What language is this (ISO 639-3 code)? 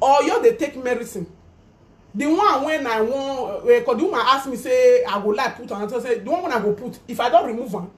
pcm